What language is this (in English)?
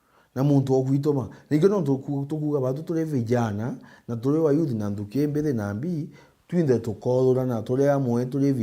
Meru